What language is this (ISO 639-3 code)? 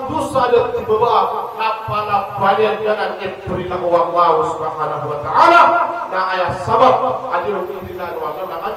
mrw